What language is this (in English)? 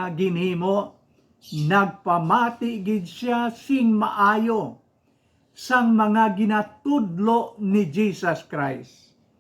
Hiligaynon